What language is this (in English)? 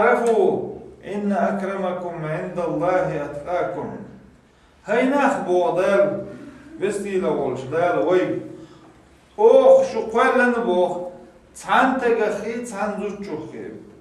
Chechen